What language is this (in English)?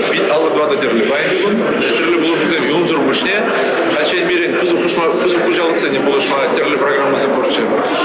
Chuvash